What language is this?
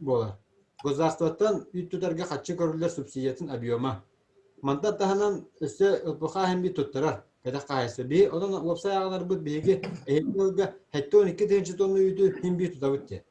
Yakut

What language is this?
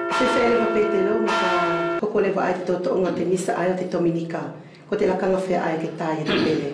Wallisian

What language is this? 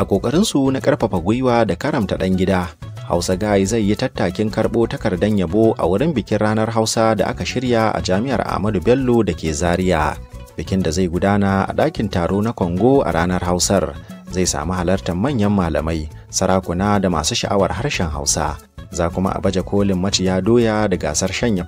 Hausa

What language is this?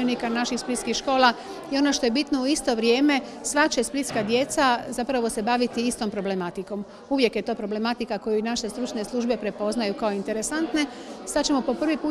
Croatian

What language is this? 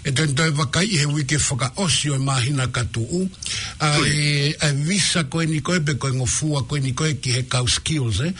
Tongan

